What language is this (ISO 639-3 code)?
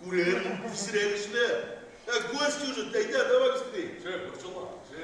tat